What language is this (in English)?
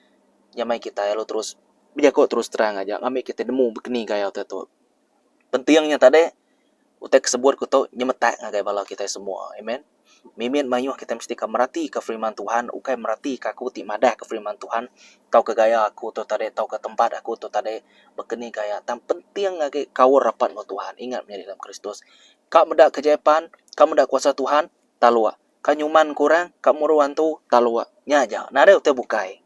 Iban